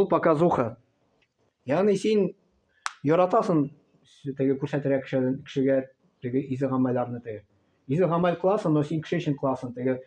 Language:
Tatar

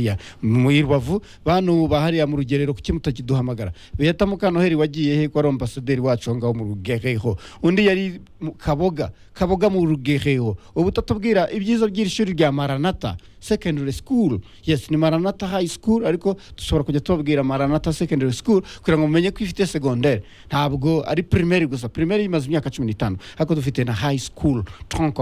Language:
Kinyarwanda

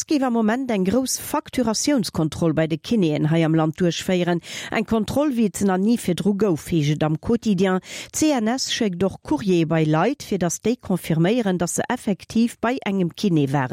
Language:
Luxembourgish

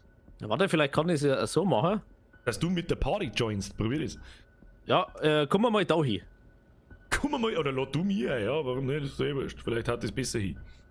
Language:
Bavarian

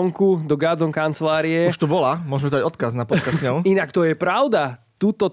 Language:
Slovak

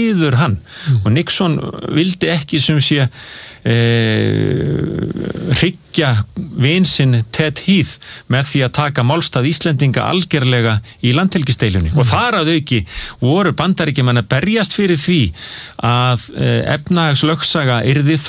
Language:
Icelandic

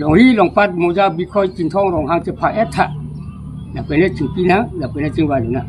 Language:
Karbi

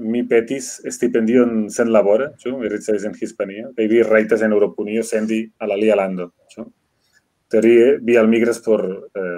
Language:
Esperanto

